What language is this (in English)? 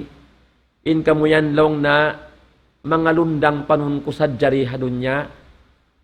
Tausug